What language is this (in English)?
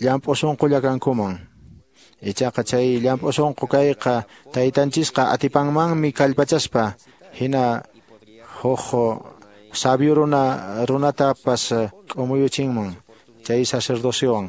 Quechua